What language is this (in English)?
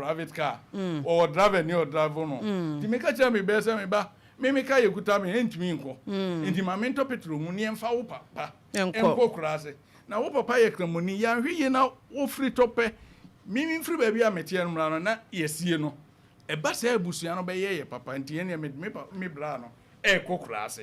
Akan